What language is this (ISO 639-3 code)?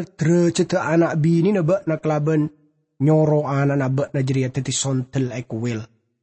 mad